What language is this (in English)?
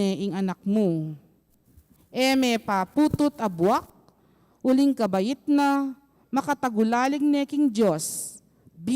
Pampanga